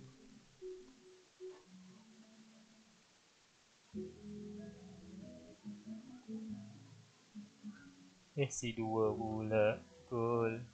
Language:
Malay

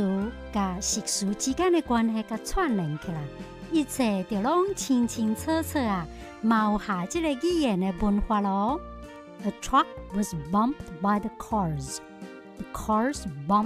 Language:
Min Nan Chinese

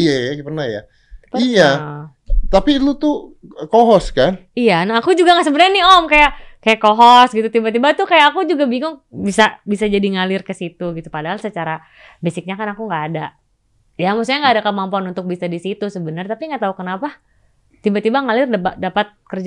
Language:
Indonesian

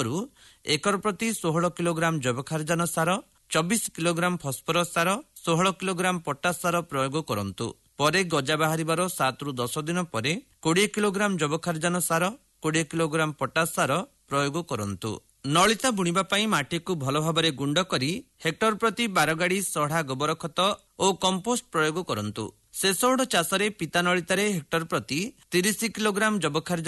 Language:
Odia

